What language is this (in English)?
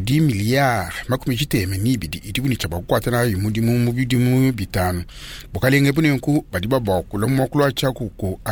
Luba-Lulua